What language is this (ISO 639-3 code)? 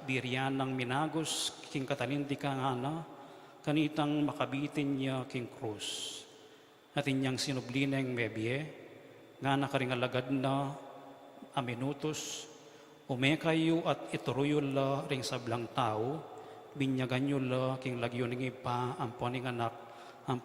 pam